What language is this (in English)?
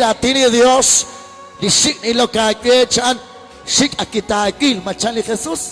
Kekchí